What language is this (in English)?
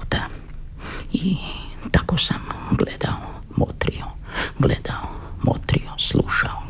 Croatian